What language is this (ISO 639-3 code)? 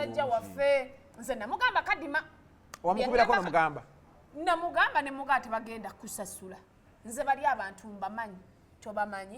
lug